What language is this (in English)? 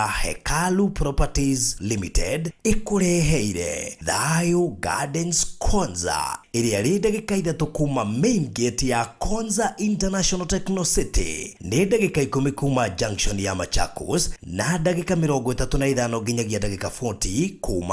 Kikuyu